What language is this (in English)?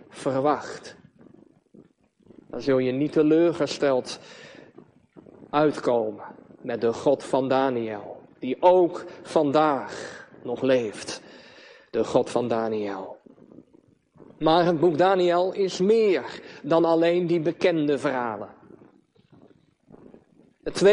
Dutch